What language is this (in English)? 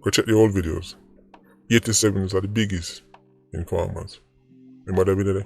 Jamaican Creole English